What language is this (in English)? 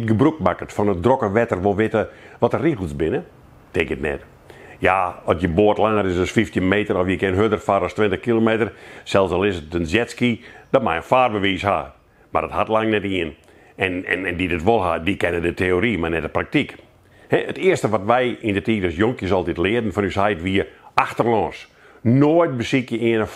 Western Frisian